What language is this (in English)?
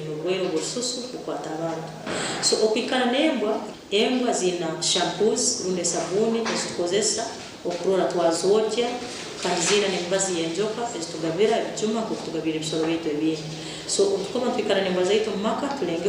Nyankole